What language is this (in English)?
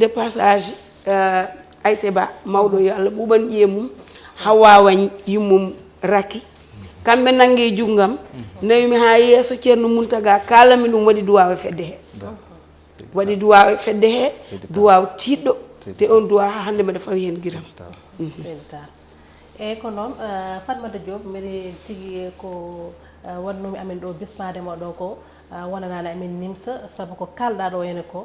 Fula